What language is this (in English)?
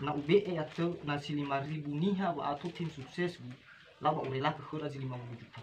Nias